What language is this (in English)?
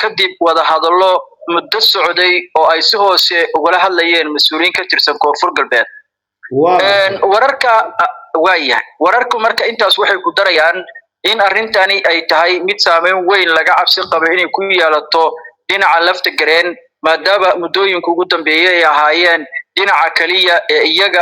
Somali